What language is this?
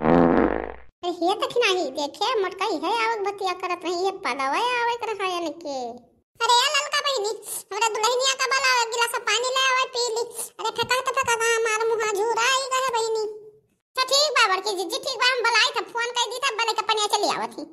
Awadhi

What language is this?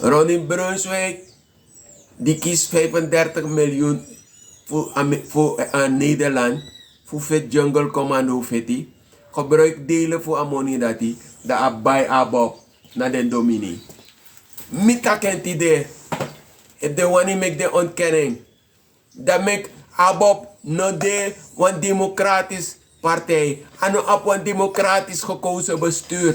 Sranan Tongo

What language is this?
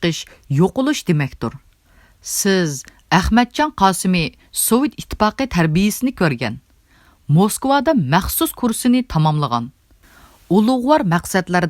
Uyghur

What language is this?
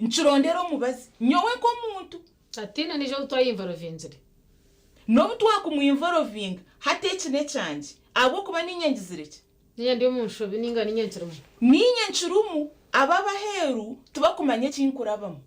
Nyankole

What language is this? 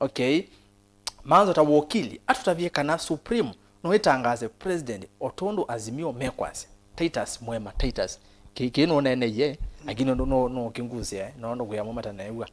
Kamba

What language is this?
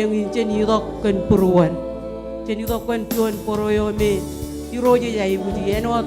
Marshallese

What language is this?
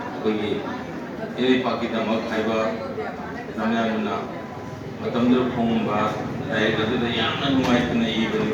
Manipuri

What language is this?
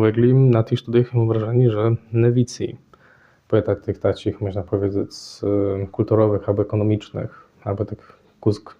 Kashubian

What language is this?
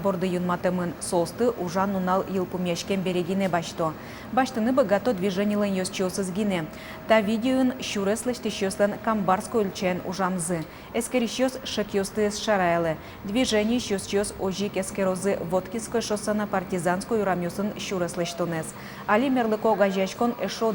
Udmurt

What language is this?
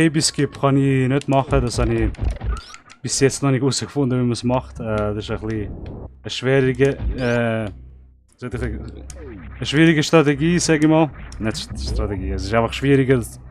Swiss German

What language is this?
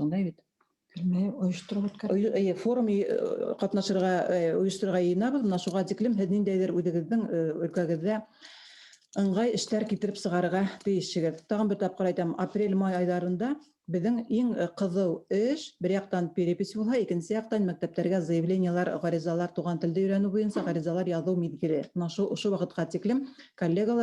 Bashkir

